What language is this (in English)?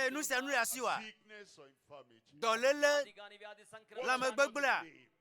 Ewe